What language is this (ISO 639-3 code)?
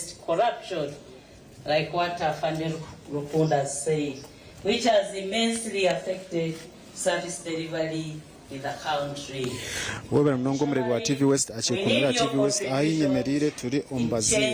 nyn